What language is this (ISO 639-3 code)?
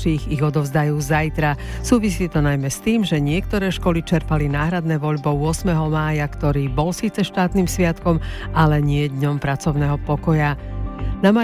slk